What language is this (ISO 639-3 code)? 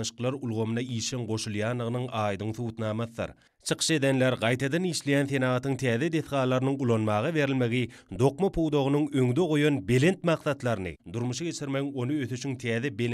tuk